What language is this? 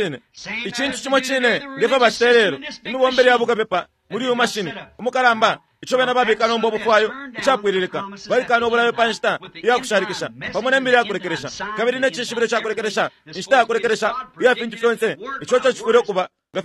Bemba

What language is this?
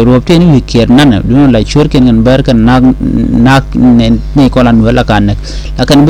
Nuer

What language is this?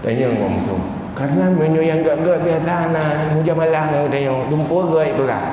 Achinese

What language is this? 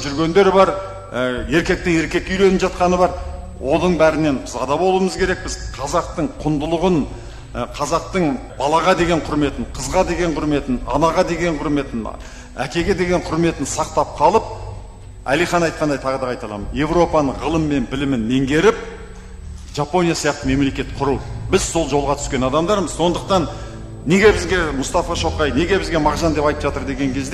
Kazakh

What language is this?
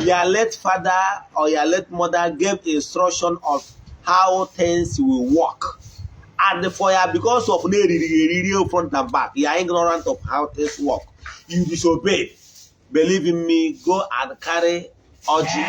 Igbo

